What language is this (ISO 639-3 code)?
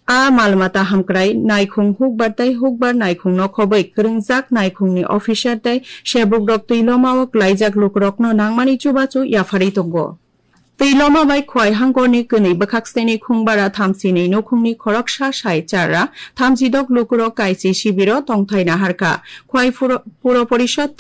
trp